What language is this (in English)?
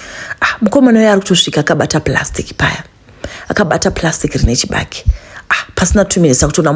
Shona